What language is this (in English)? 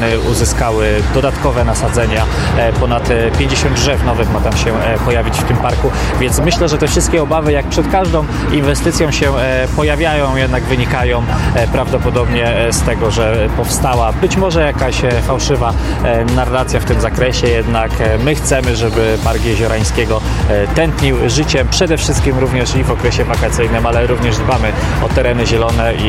Polish